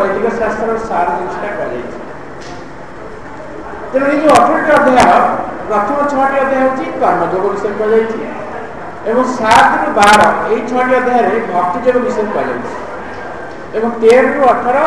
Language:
Odia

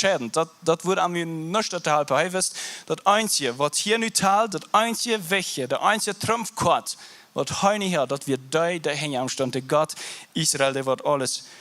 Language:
Plautdietsch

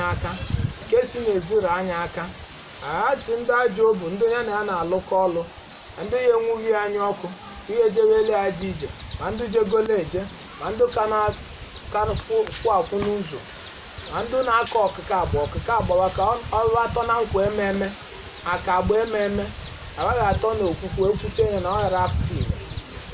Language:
Igbo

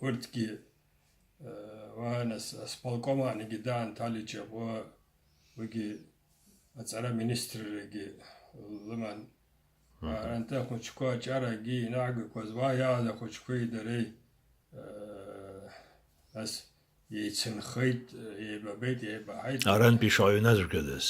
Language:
Abkhazian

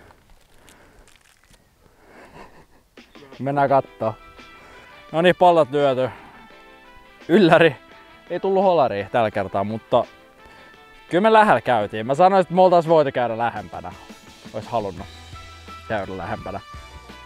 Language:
Finnish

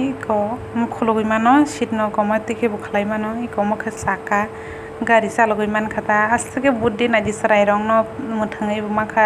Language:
Kok Borok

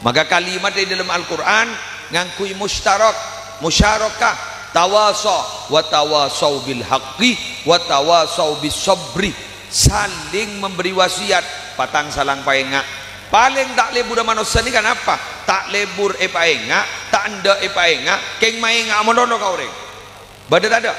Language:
Madurese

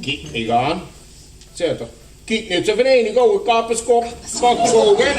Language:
Limburgish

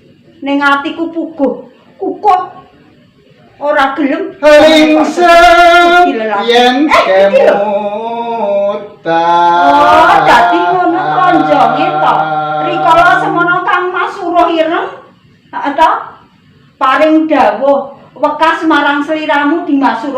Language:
Javanese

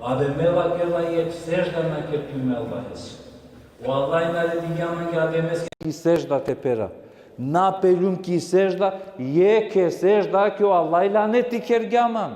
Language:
Balkan Romani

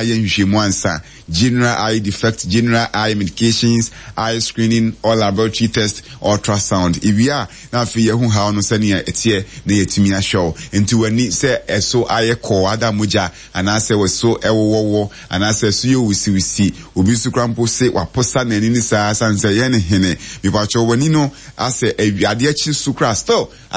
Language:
Akan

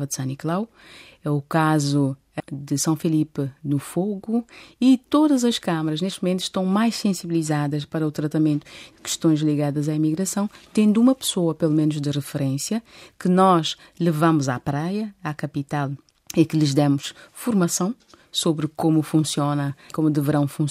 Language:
Portuguese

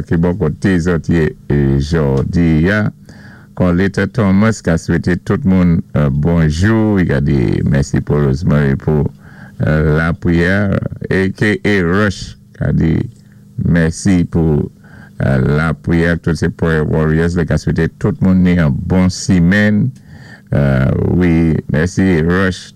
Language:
Saint Lucian Creole French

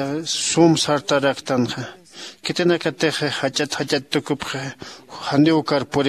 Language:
Aymara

